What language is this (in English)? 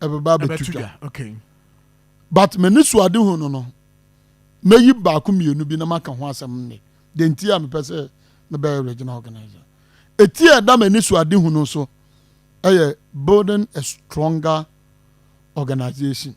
Akan